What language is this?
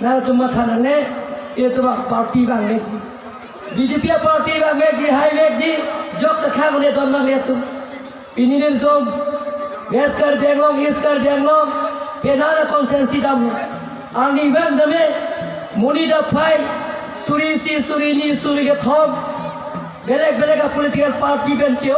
Karbi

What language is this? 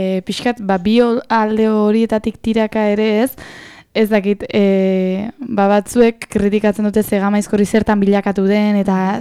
Basque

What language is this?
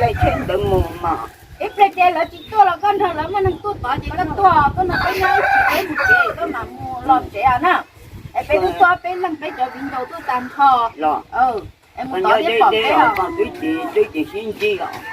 Hmong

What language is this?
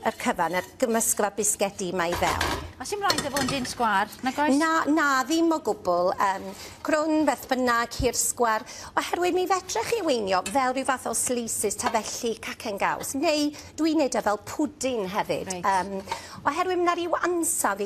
Welsh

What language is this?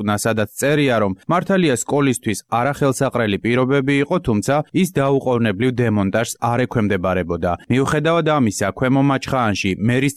Georgian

